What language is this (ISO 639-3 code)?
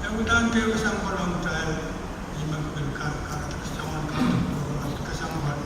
pon